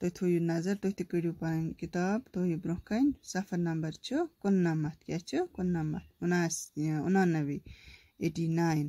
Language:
Kashmiri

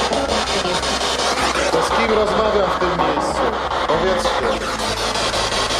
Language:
Polish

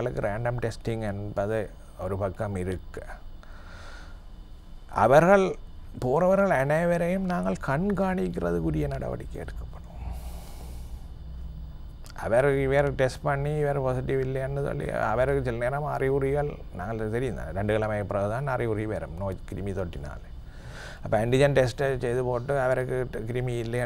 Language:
Tamil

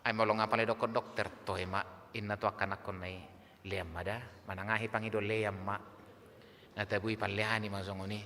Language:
Batak Toba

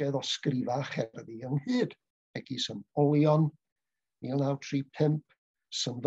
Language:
Welsh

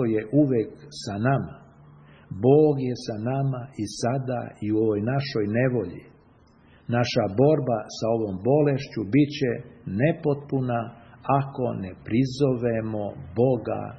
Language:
Serbian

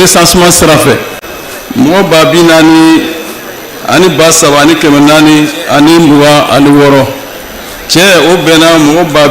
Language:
Bambara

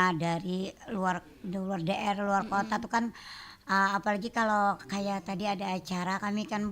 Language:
Banjar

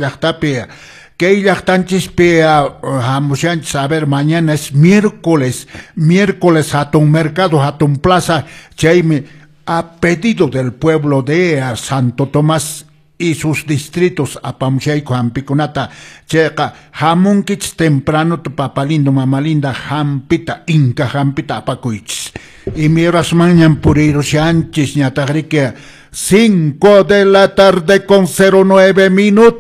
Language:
Quechua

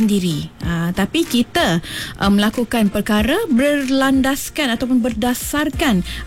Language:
Malay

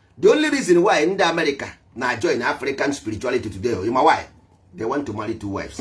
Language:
Igbo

